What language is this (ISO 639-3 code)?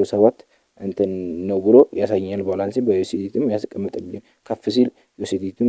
amh